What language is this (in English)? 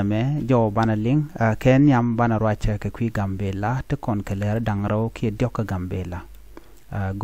Nuer